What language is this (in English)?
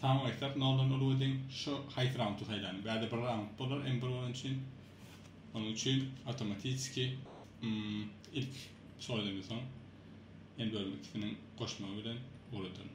Turkmen